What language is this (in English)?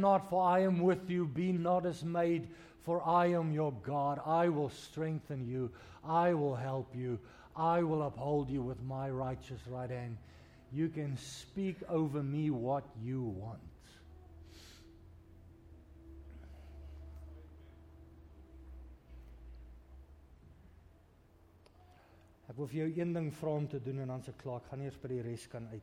Afrikaans